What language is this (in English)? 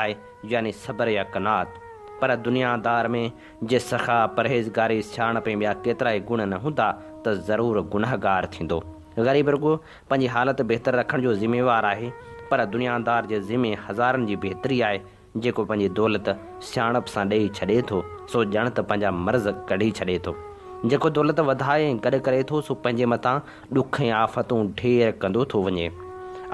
Sindhi